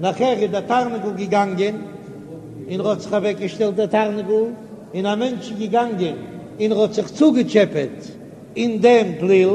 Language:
Yiddish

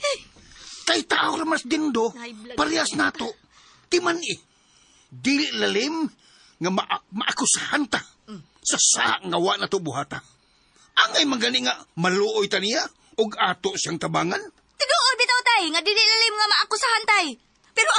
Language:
Cebuano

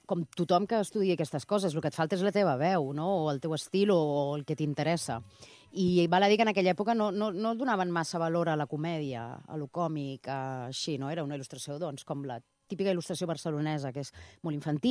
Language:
Catalan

